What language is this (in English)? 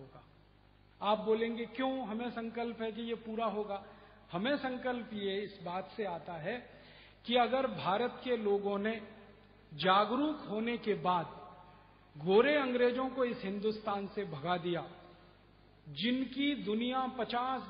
Hindi